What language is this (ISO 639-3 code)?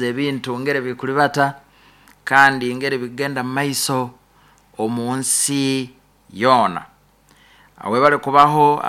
nyn